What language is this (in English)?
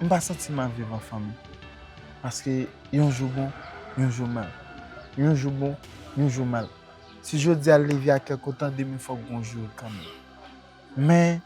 Haitian Creole